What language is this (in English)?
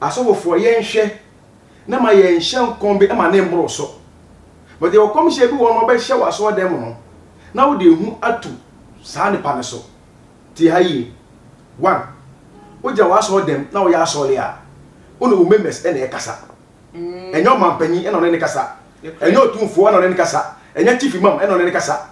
Akan